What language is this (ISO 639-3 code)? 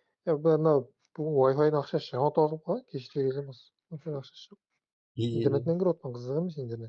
kaa